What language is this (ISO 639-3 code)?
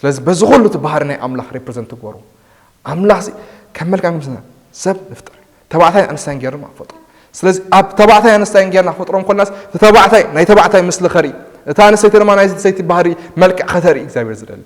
tir